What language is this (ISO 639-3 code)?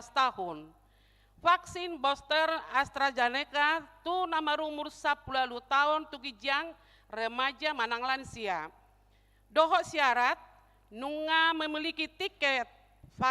bbc